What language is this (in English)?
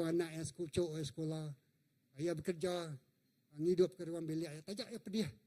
Iban